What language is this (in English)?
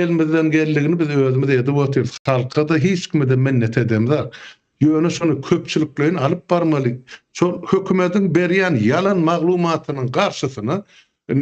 Turkmen